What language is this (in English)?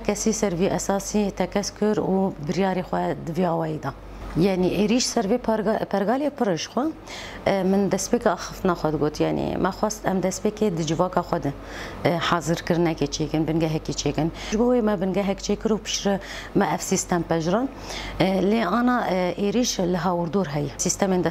Kurdish